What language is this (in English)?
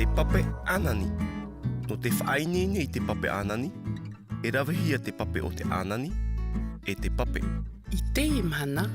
Tahitian